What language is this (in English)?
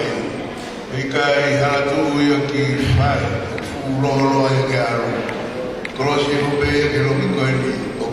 Tongan